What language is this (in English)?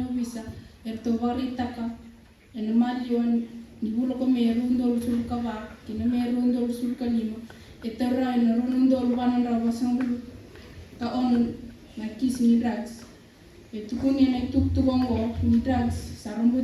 Fijian